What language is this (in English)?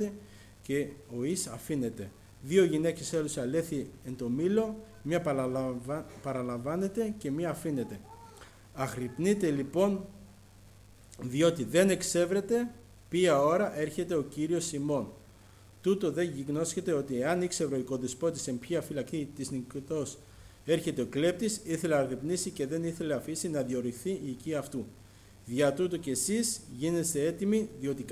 Greek